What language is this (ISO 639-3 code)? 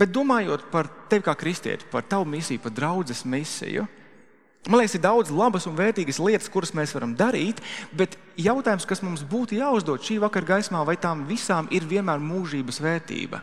lav